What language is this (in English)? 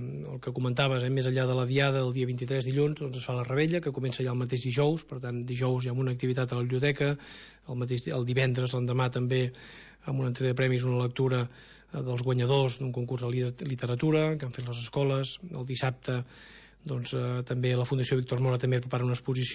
Catalan